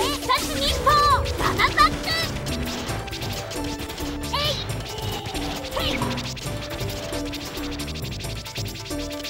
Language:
Japanese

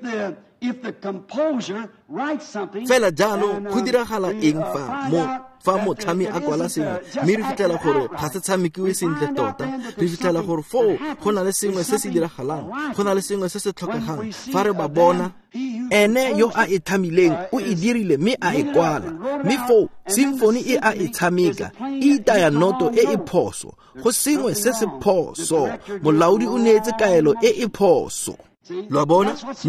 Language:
Tswana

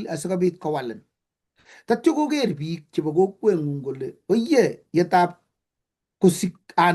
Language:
Kalenjin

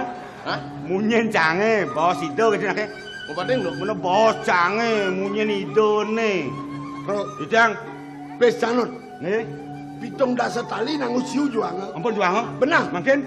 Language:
Balinese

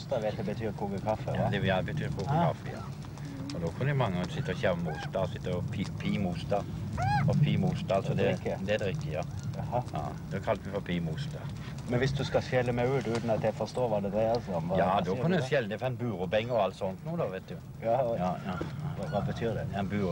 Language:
Norwegian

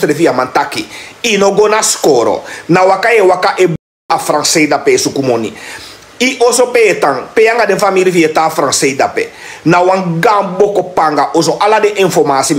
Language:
Sranan Tongo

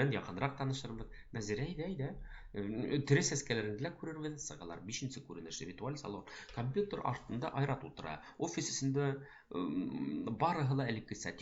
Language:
Bashkir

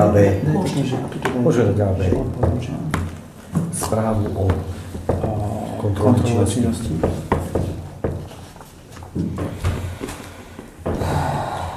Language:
Slovak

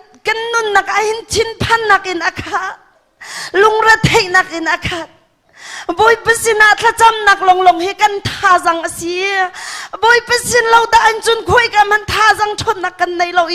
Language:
Hakha Chin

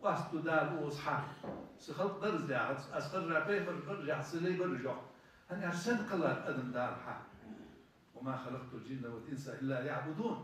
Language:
Ingush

